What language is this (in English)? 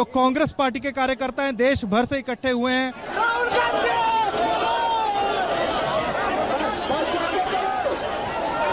Hindi